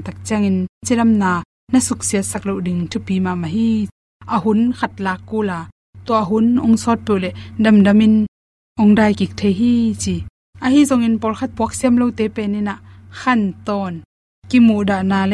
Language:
Tedim Chin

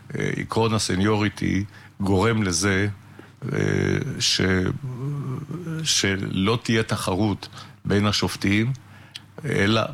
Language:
Hebrew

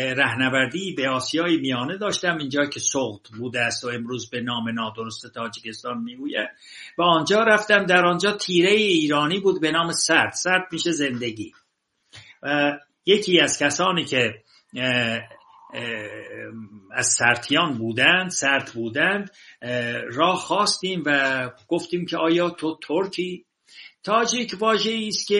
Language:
Persian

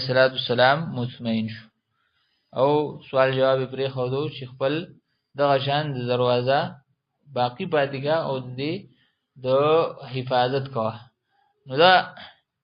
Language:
Pashto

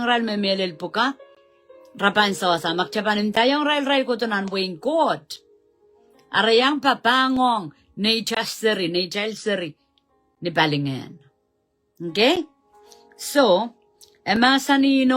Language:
Pohnpeian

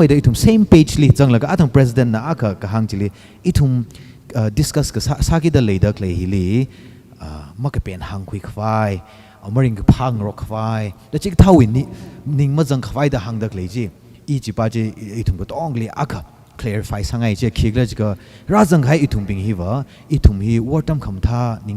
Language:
Tangkhul Naga (India)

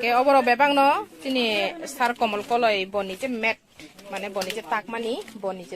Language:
Kok Borok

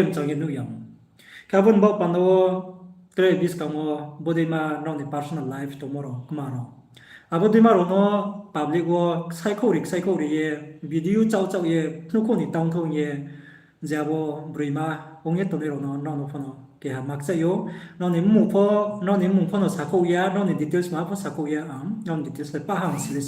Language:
Riang (India)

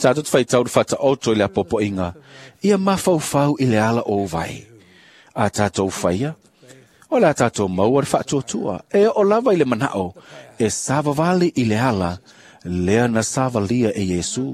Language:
Samoan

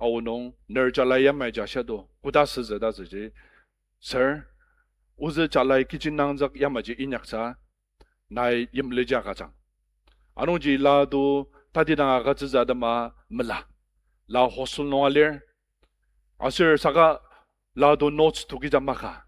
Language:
Ao Naga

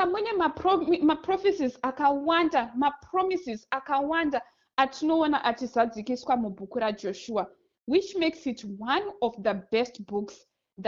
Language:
Shona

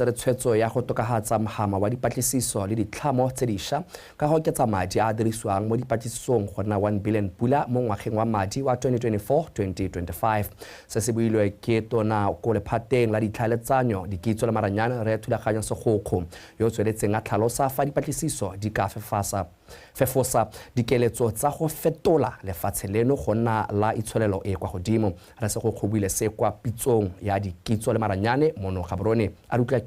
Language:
Tswana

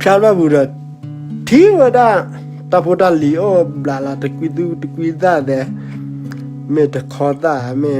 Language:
S'gaw Karen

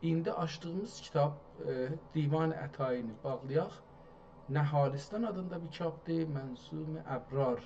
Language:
South Azerbaijani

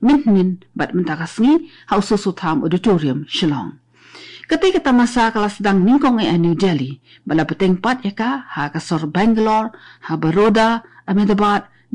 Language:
Khasi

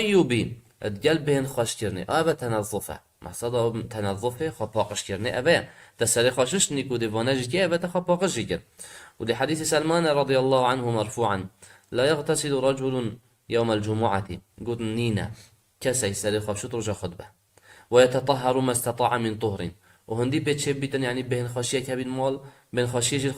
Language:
Kurdish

